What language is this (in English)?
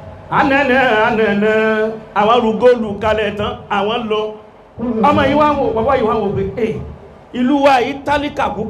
Yoruba